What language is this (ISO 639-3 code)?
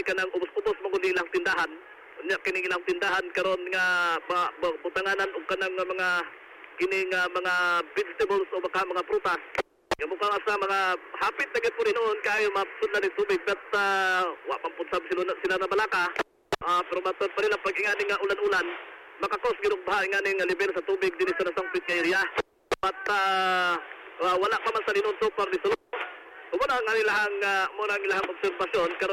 ceb